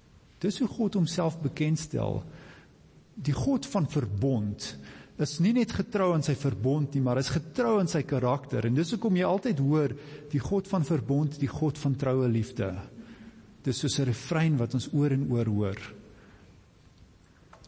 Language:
Afrikaans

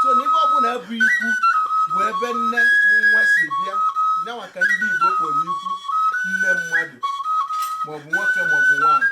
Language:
Igbo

